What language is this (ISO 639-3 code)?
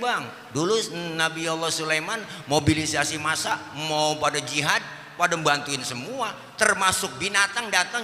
bew